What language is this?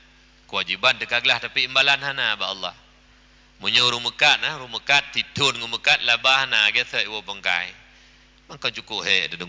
Achinese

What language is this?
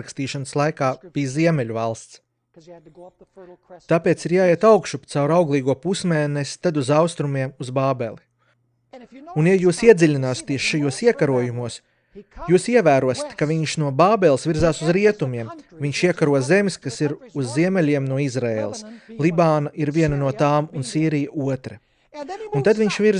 Latvian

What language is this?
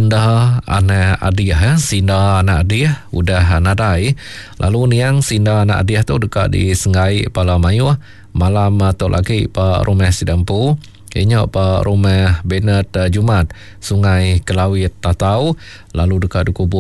Iban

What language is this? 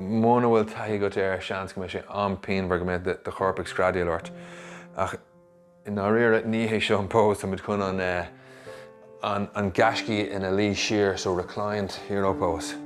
Irish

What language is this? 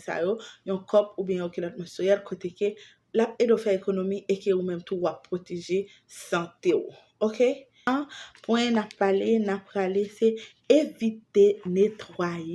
Haitian Creole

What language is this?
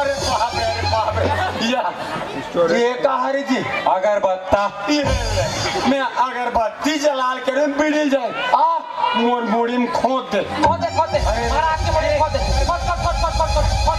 Chhattisgarhi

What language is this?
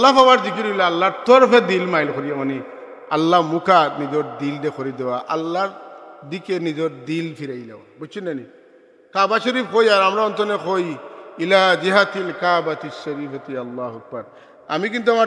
Sylheti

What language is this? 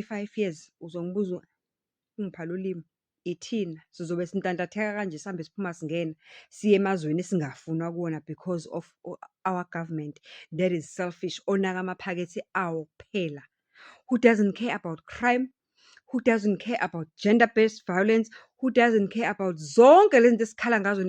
Zulu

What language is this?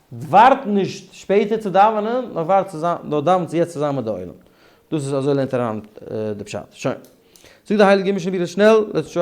Yiddish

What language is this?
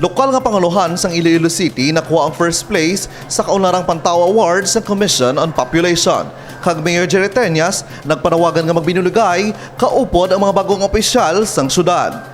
Hiligaynon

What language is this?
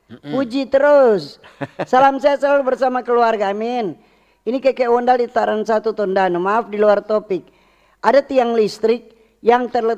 Manado Malay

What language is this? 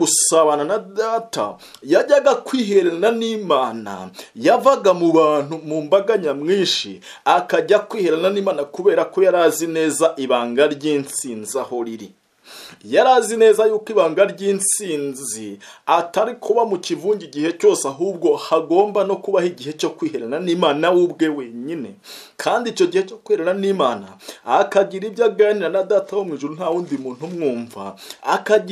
Kinyarwanda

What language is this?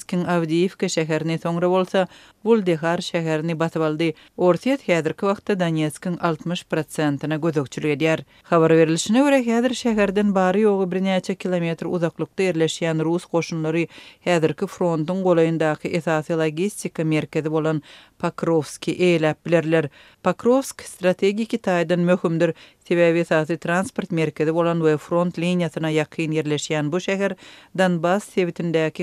Turkmen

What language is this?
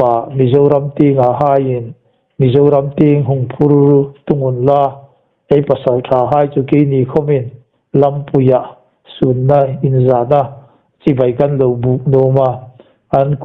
Hmar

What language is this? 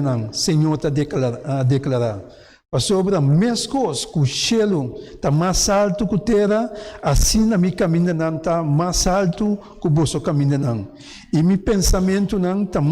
Papiamento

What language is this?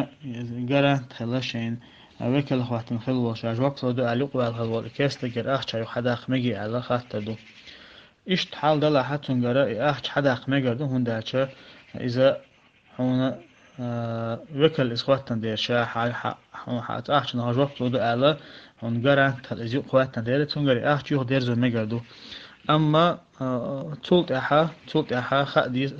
Chechen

